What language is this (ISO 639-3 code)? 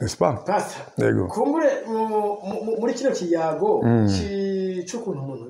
run